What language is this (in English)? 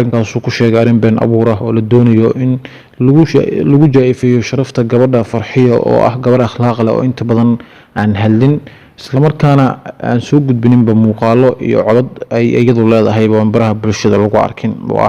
Somali